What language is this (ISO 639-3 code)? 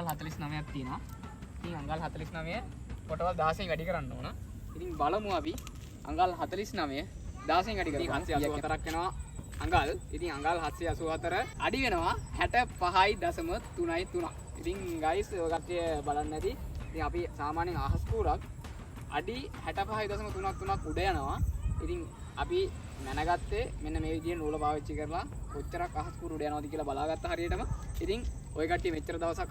sin